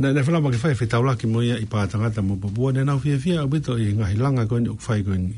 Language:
Tongan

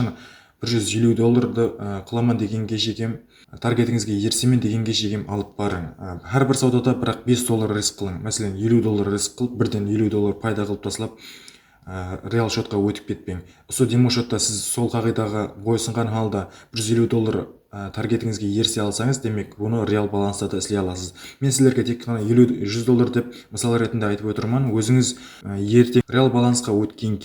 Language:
Kara-Kalpak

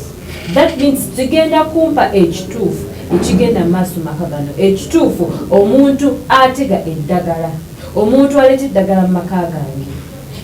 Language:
Ganda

